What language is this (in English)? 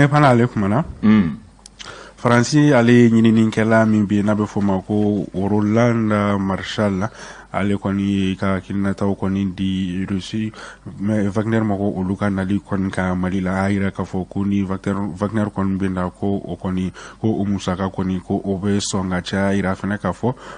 Bambara